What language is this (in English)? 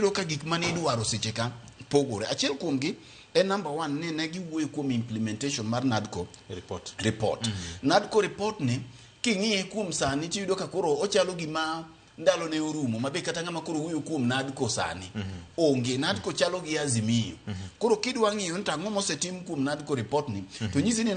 Luo (Kenya and Tanzania)